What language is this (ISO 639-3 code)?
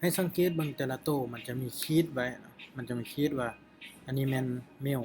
lao